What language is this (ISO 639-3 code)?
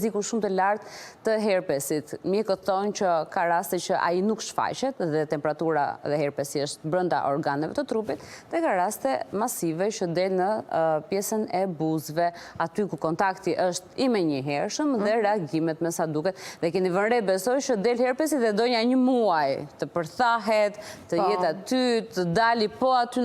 sqi